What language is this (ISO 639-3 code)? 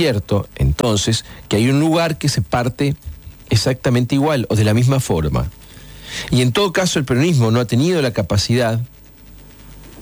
spa